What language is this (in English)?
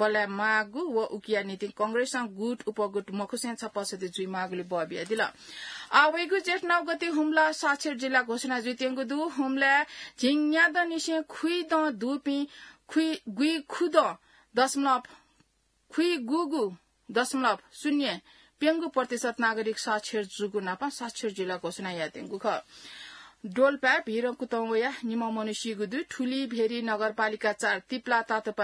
Newari